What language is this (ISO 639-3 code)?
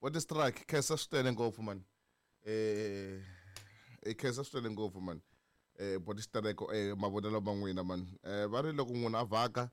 tso